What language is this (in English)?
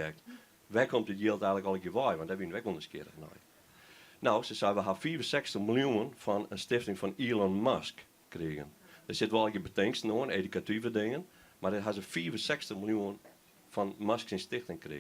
Western Frisian